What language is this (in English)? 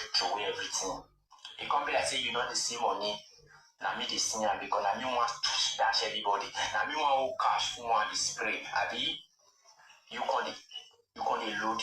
Nigerian Pidgin